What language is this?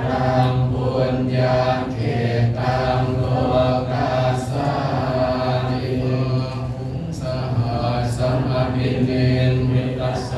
Pali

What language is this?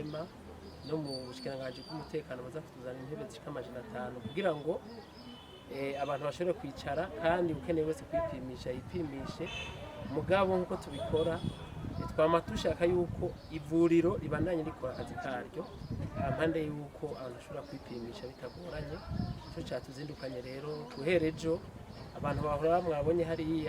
Rundi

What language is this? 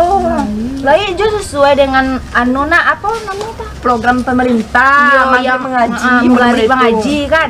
Minangkabau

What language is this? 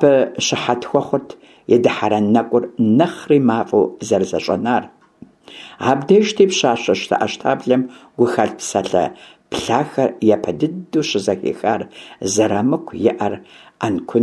Kabardian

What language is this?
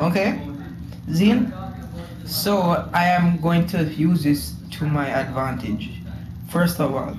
Jamaican Creole English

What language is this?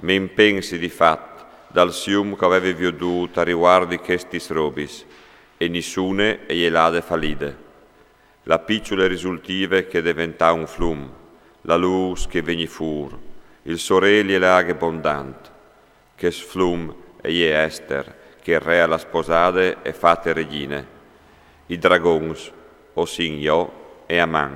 Friulian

